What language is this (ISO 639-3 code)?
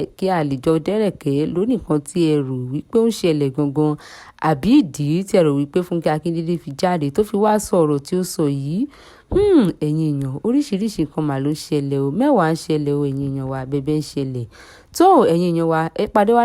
yor